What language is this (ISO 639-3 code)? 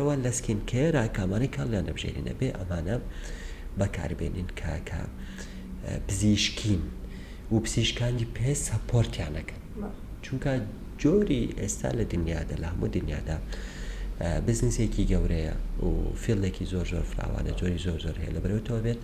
ckb